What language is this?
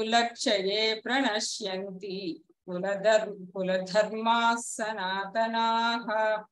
Sanskrit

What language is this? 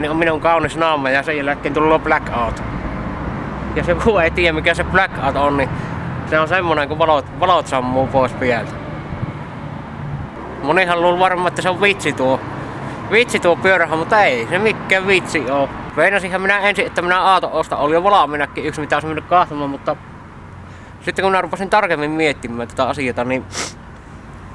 Finnish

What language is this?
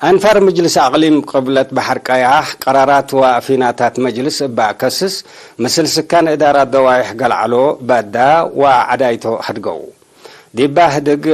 Tigre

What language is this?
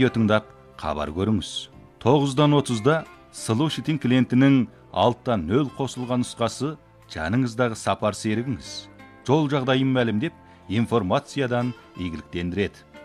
Kazakh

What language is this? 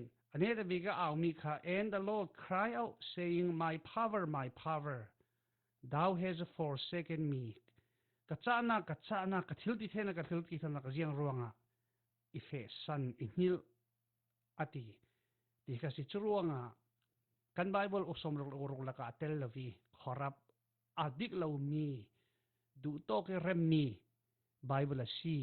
Falam Chin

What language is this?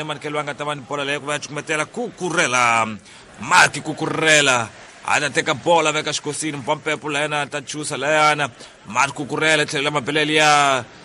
Tsonga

